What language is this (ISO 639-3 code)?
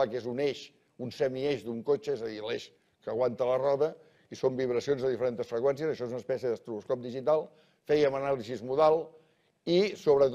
cat